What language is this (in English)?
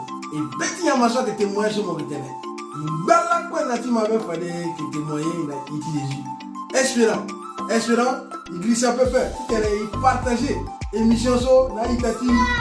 Sango